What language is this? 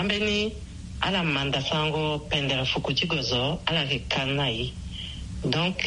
Sango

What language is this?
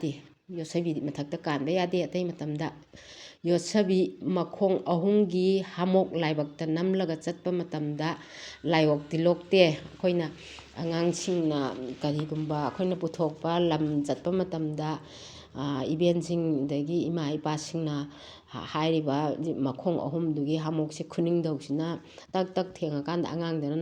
Manipuri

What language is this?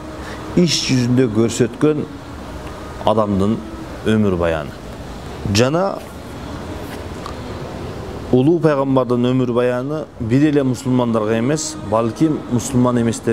Kyrgyz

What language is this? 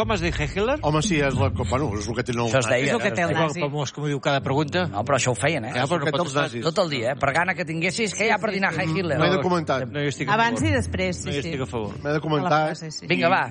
Catalan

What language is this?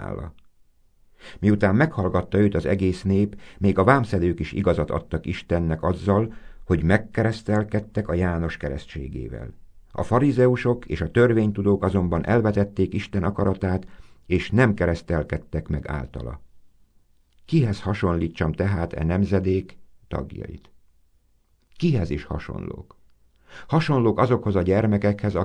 Hungarian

